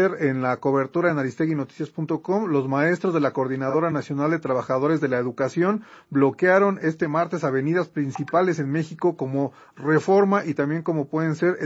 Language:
Spanish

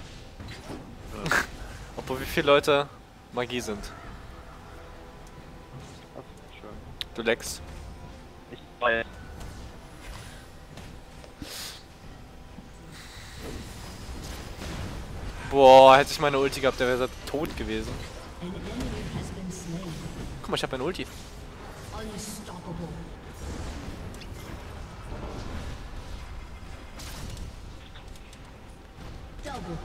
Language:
German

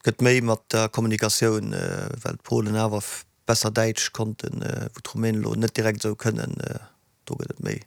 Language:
Luxembourgish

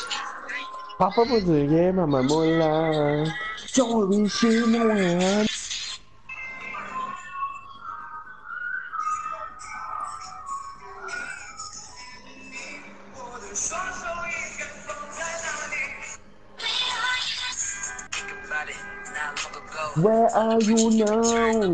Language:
Malay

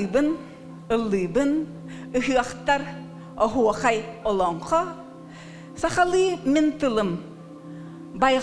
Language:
Yakut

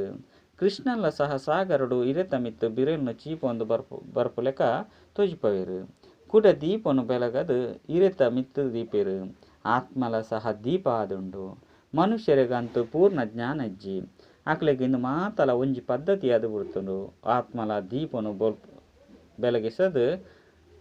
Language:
Tulu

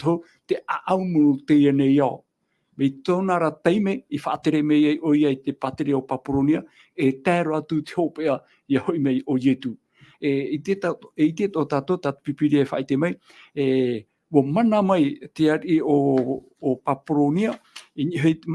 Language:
Tahitian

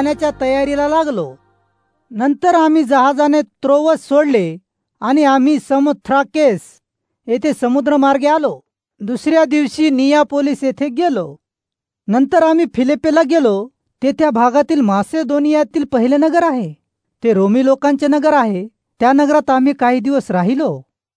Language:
Marathi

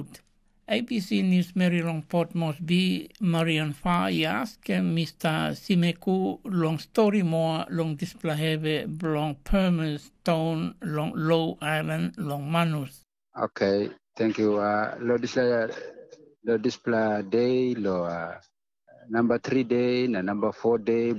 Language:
Tok Pisin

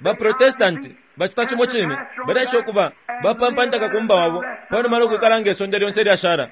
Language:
Bemba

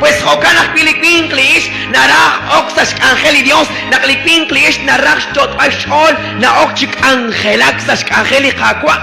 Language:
Kekchí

